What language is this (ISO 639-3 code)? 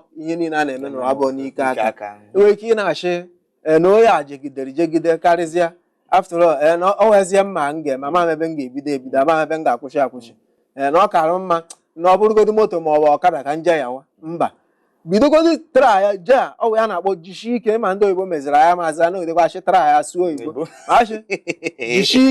ibo